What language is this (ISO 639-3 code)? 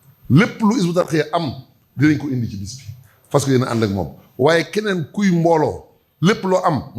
wol